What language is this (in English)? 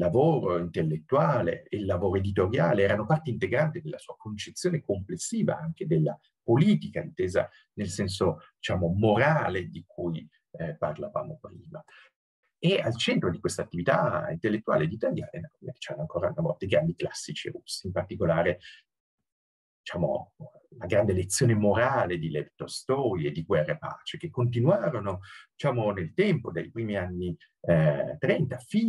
Italian